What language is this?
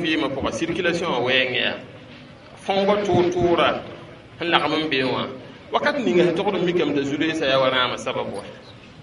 Mossi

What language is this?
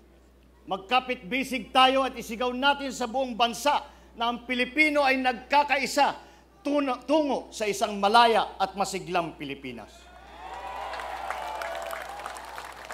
Filipino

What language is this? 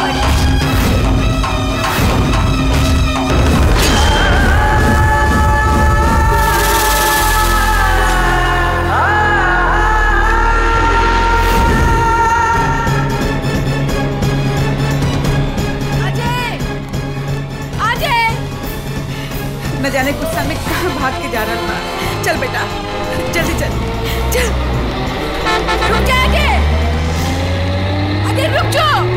Bhojpuri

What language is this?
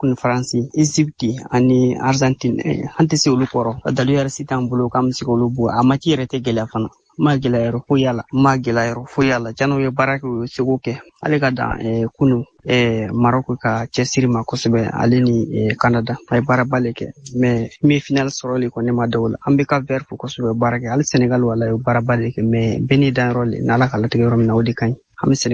Bambara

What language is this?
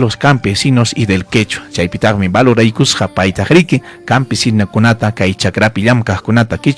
Ayacucho Quechua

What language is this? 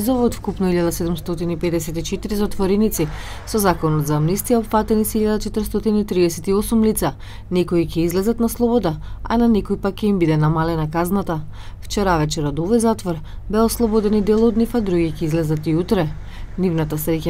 Macedonian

